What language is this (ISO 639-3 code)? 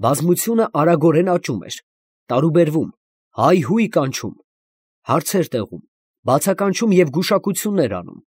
hye